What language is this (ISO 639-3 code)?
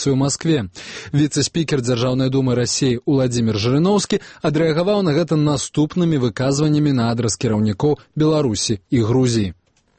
bel